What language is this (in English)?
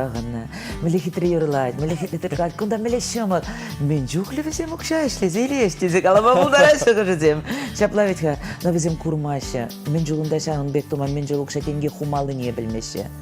Chuvash